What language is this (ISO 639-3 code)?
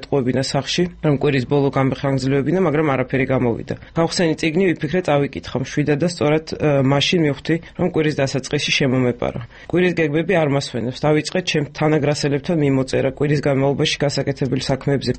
kat